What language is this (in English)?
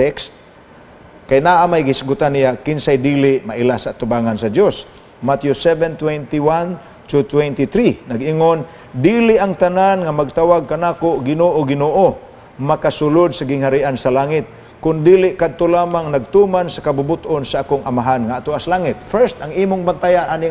Cebuano